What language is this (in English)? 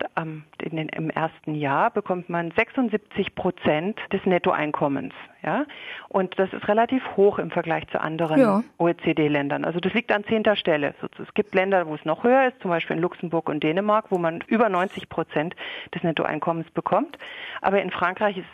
German